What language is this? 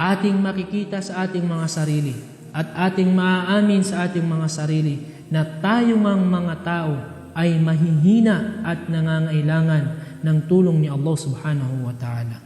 Maranao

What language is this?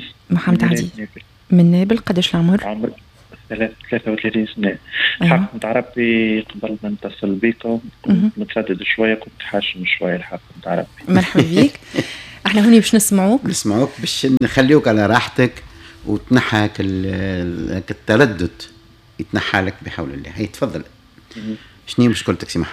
Tunisian Arabic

